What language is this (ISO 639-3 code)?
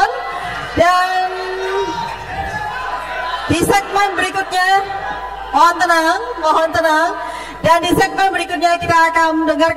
ind